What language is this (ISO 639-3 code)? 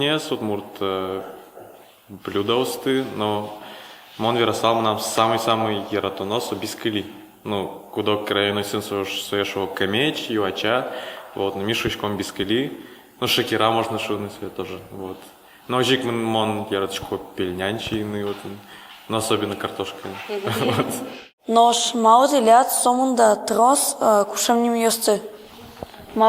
udm